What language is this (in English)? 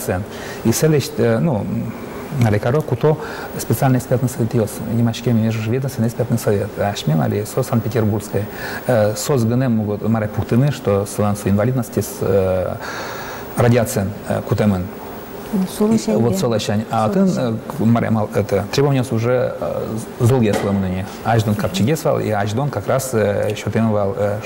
Udmurt